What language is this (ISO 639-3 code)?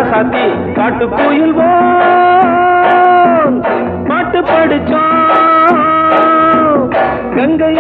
tam